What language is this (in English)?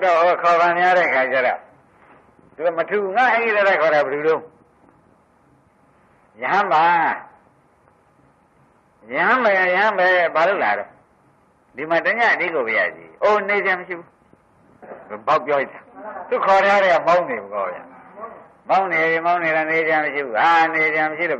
Burmese